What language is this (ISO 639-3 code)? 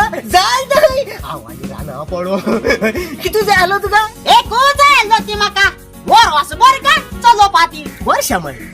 kok